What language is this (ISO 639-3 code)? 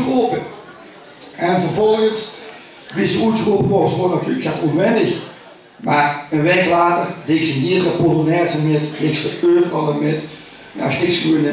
lim